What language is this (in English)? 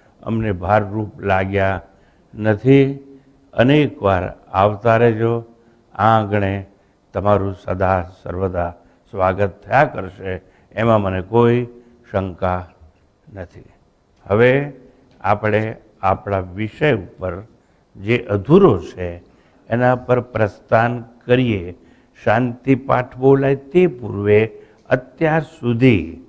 Gujarati